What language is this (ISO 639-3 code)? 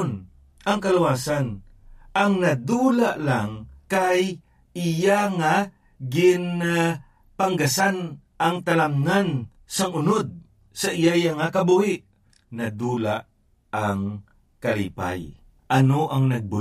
hil